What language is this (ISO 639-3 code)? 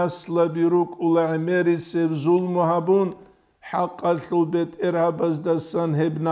ava